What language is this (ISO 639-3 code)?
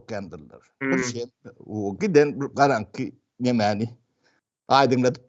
tuk